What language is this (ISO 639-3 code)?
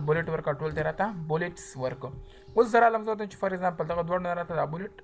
pus